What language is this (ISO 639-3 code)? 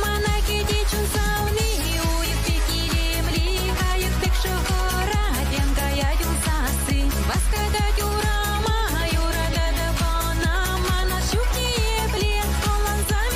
chv